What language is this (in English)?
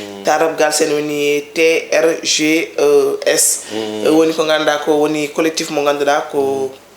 Fula